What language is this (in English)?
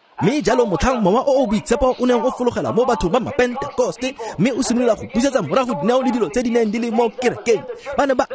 Tswana